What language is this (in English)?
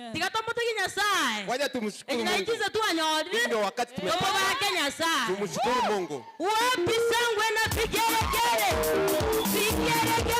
Gusii